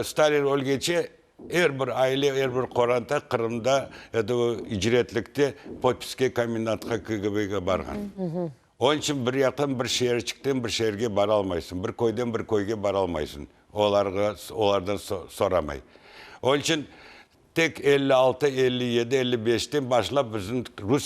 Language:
Crimean Tatar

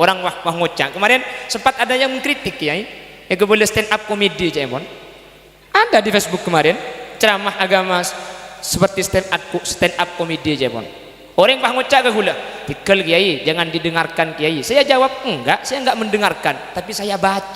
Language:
Madurese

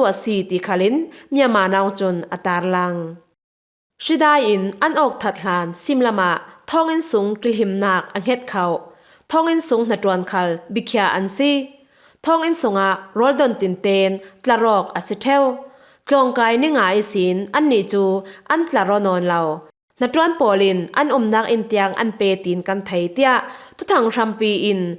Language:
Falam Chin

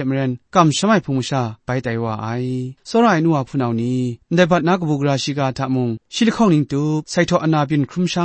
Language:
Kachin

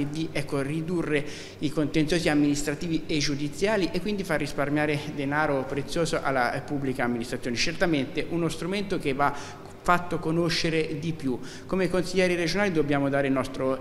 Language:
Italian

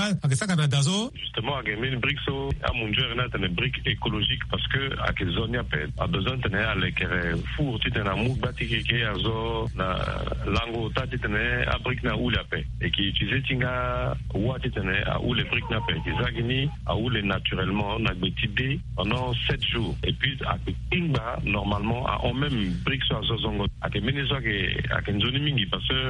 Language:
Sango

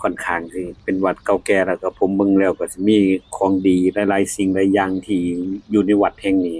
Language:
Lao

